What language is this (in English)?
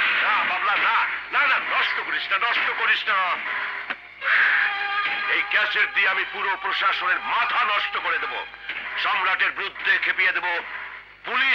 Bangla